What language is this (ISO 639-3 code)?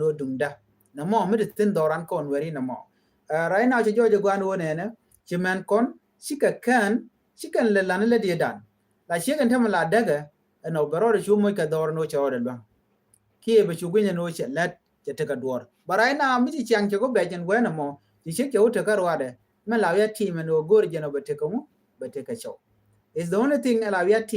nus